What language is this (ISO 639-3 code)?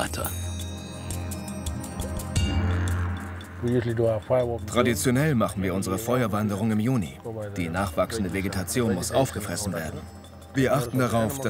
deu